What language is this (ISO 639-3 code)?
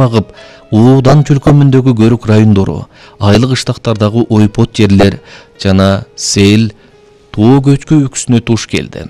kir